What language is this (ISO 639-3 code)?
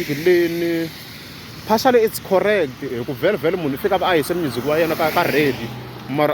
tso